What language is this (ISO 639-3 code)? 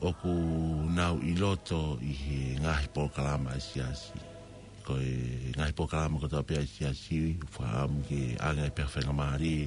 ton